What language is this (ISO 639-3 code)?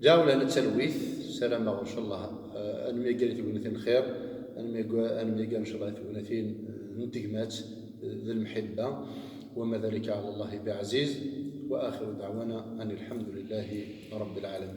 kab